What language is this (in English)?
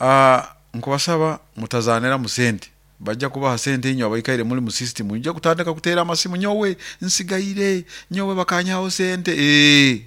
Nyoro